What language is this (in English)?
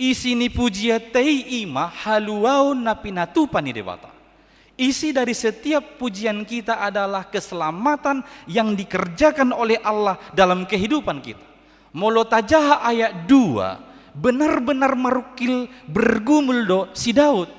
Batak Toba